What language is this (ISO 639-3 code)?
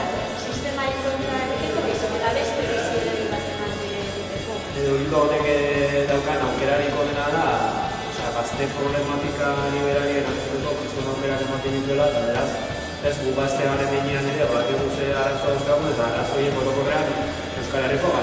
eus